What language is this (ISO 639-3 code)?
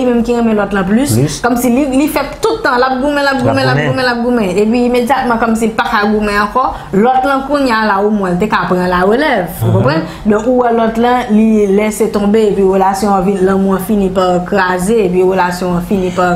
hat